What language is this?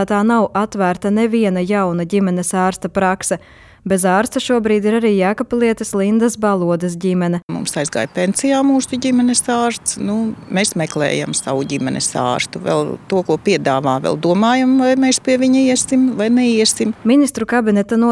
Latvian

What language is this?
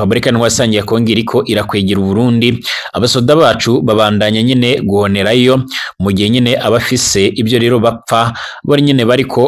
Rundi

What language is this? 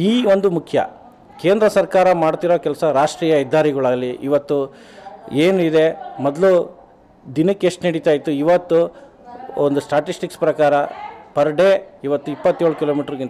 Kannada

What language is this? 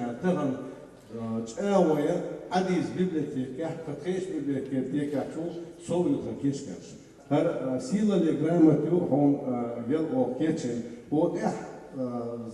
Chechen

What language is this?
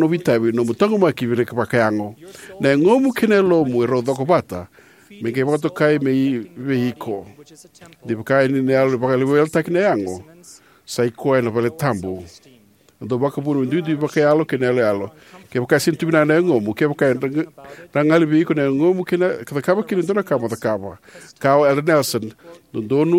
Fijian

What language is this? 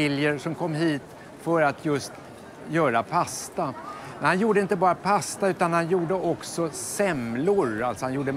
Swedish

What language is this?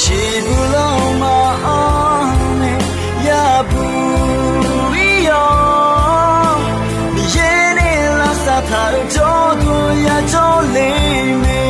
Akha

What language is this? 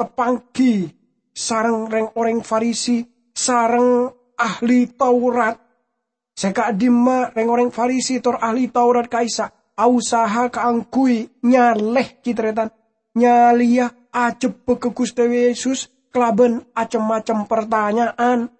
Madurese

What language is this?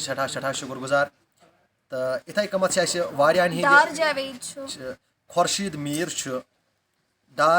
Kashmiri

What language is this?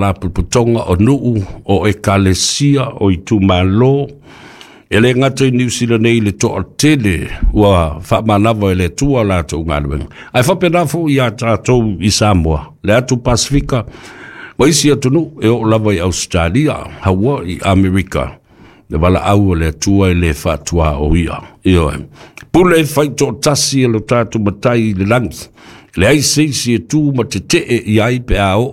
Samoan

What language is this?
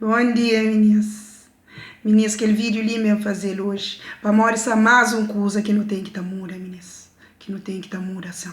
Kabuverdianu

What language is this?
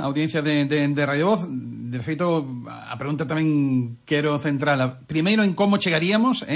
Galician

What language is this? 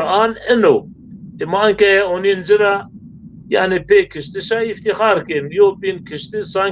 Zaza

